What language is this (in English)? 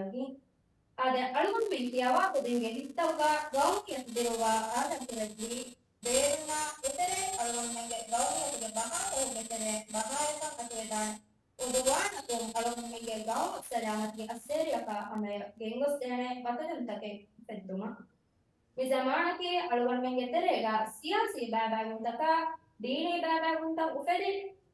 Divehi